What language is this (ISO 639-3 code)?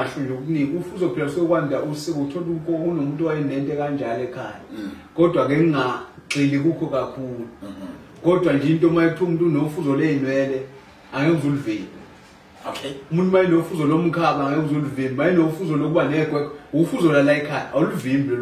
zul